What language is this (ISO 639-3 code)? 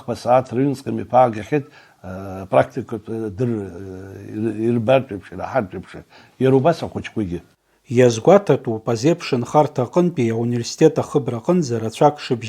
abk